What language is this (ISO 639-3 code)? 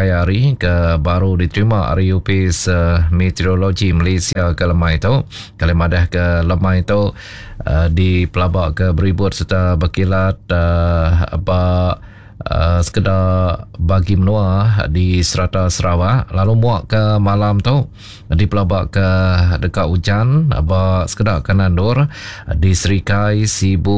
iba